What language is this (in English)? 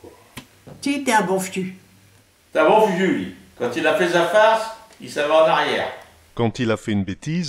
Picard